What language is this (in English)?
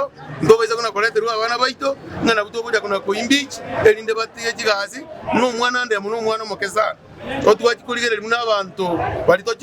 Gusii